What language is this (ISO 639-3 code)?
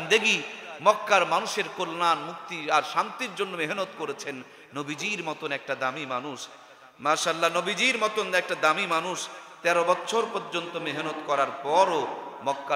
ben